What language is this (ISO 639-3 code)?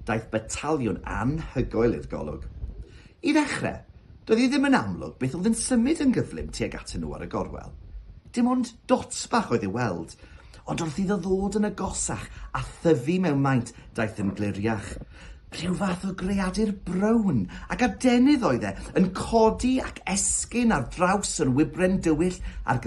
cym